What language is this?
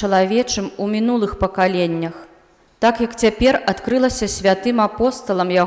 Belarusian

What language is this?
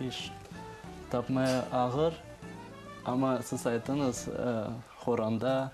Crimean Tatar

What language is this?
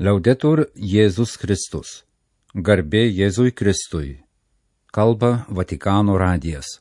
Lithuanian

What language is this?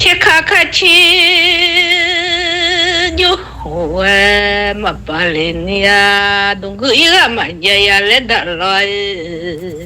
Akha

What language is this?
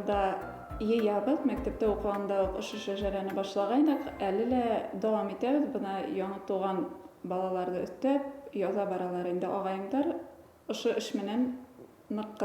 Bashkir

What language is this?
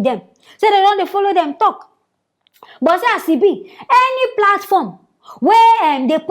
Nigerian Pidgin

